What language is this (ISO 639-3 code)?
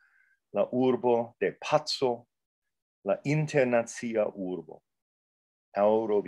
epo